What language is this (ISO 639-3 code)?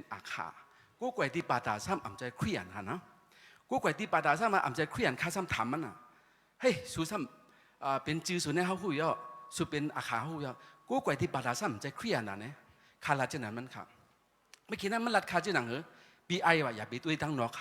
shn